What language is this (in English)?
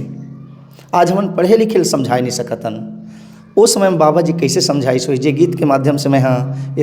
Chhattisgarhi